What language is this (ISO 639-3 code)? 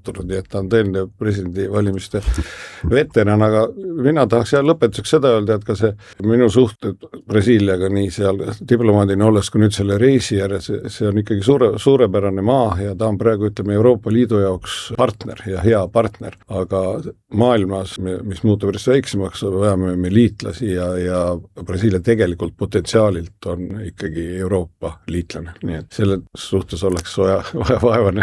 est